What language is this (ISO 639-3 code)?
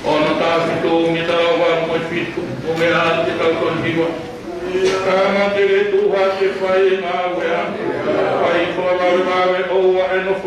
ton